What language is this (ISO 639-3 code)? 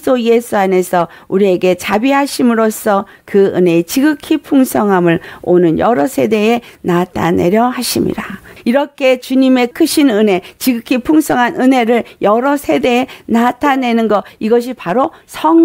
kor